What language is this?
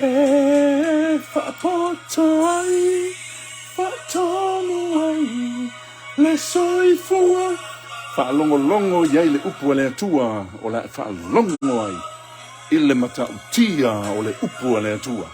Samoan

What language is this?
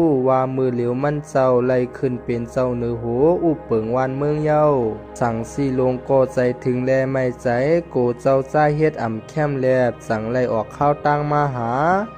Shan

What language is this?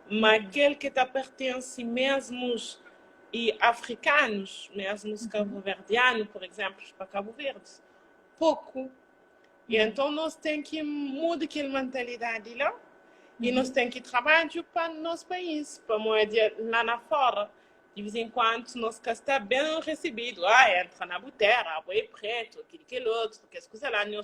Kabuverdianu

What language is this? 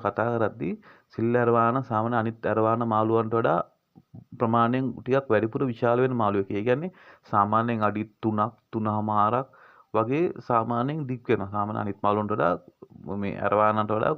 Sinhala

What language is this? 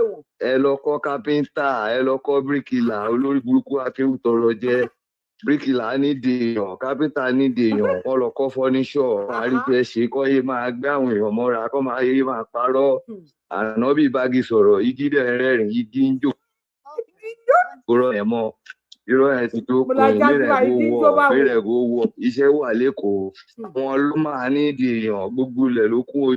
Yoruba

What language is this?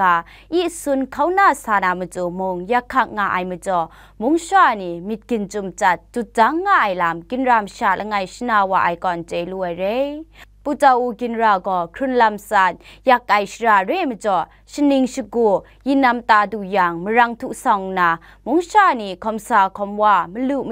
Kachin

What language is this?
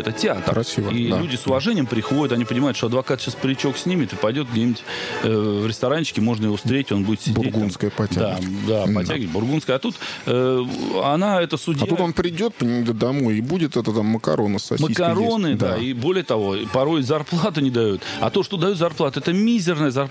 Russian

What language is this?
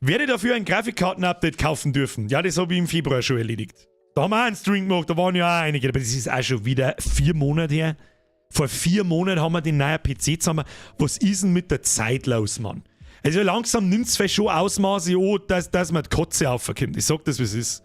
Bavarian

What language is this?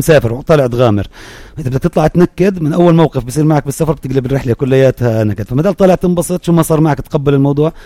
North Levantine Arabic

